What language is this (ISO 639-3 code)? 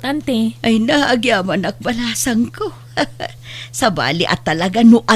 ilo